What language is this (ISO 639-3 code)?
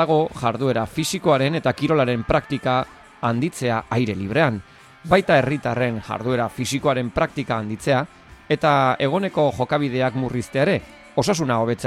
eus